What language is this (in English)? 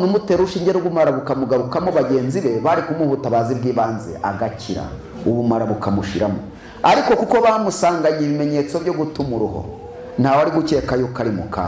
Kinyarwanda